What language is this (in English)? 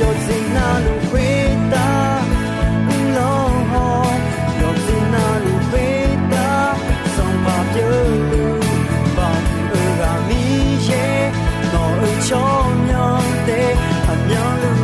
Akha